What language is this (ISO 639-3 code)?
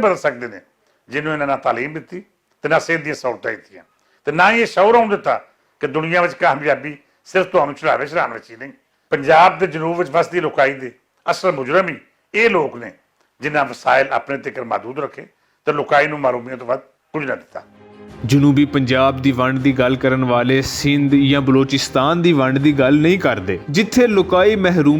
lah